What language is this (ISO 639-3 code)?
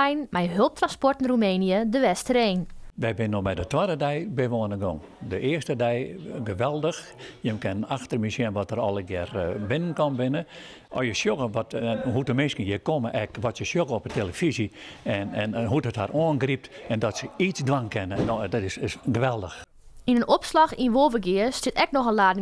fry